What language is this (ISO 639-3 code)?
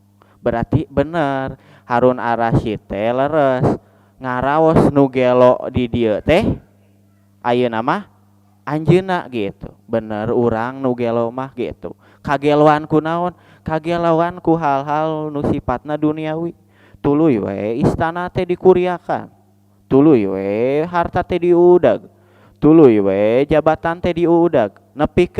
sun